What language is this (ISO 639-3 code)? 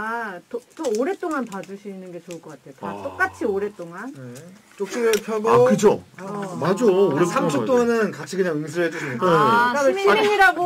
kor